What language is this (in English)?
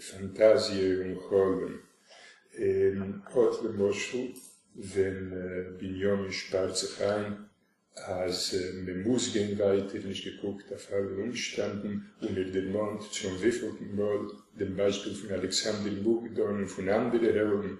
Yiddish